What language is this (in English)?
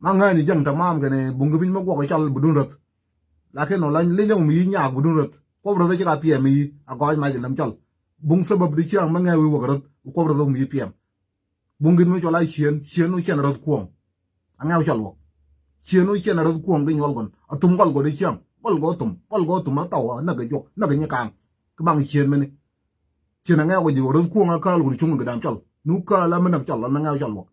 Nuer